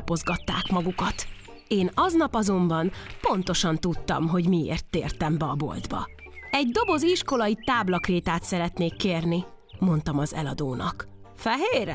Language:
Hungarian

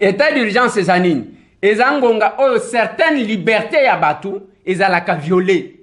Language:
Lingala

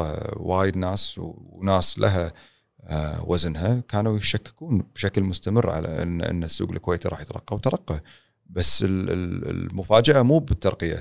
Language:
Gulf Arabic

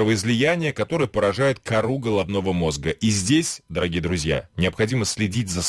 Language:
Russian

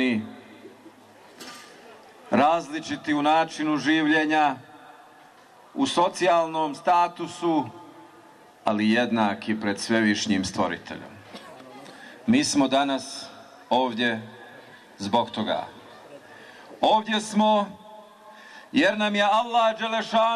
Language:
Bosnian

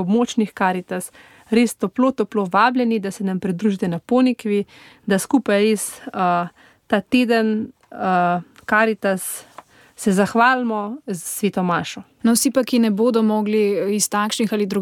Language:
Slovenian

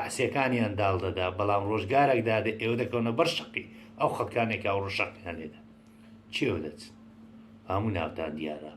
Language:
Central Kurdish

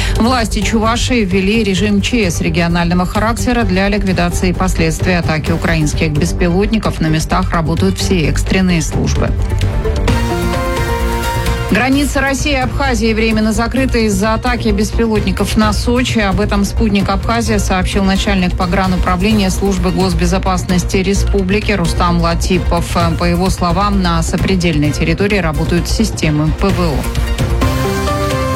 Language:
Russian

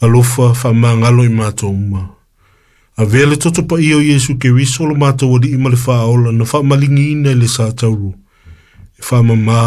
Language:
Samoan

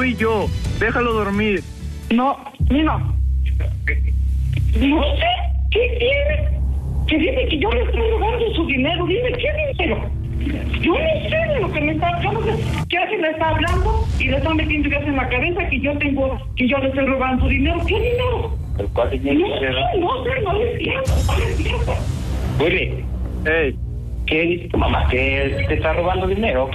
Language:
Spanish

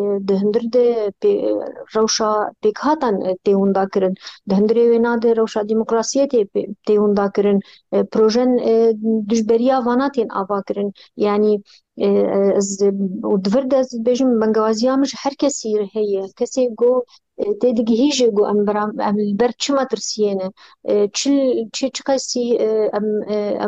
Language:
Kurdish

